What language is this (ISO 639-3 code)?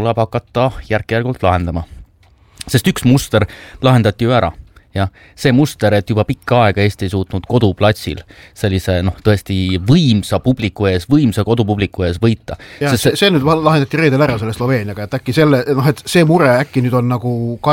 est